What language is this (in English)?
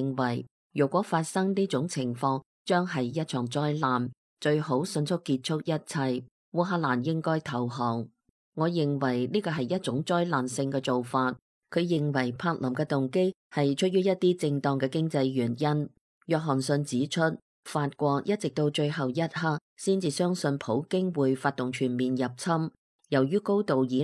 Cantonese